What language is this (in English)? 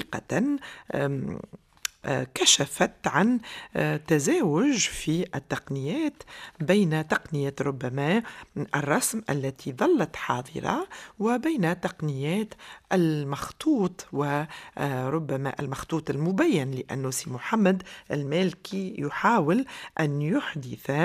Tunisian Arabic